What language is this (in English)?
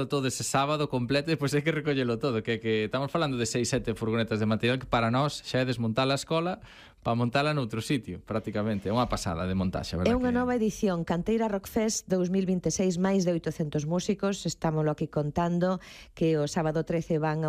Galician